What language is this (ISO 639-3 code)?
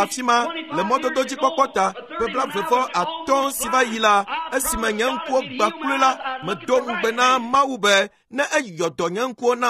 ewe